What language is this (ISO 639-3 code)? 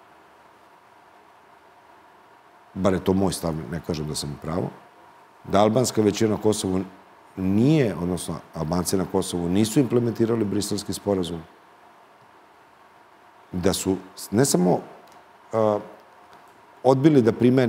srp